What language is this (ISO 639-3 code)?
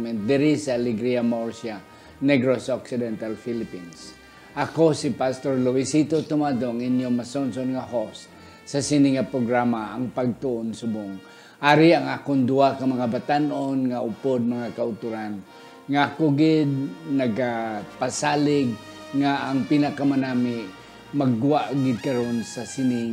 hil